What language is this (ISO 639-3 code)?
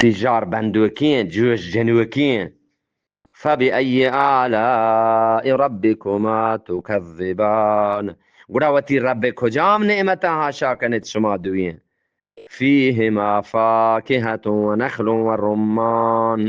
bgp